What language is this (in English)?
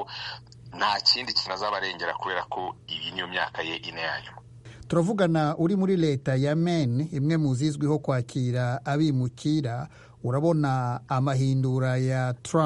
Kinyarwanda